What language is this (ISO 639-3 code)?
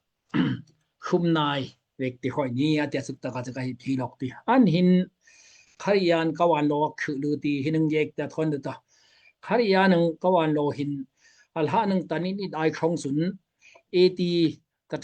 dao